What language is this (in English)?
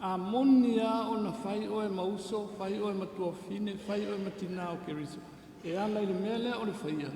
Samoan